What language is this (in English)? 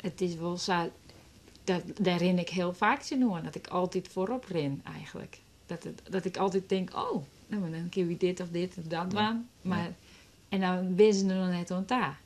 Western Frisian